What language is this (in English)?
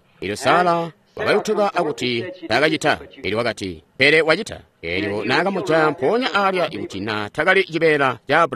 Tonga (Zambia)